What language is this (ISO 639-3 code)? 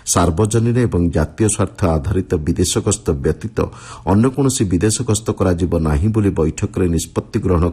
ori